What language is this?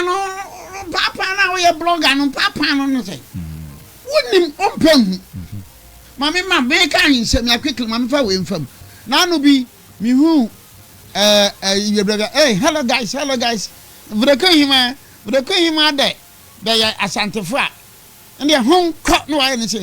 Akan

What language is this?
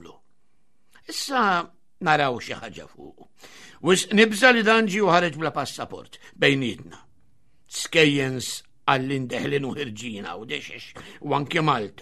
Maltese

